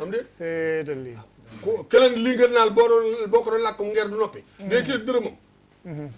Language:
Wolof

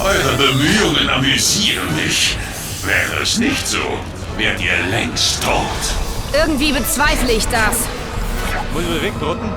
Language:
Bavarian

